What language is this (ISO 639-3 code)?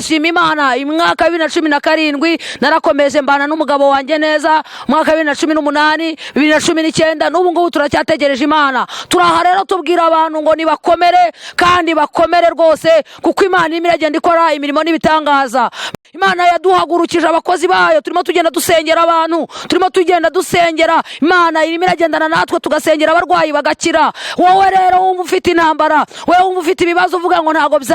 kin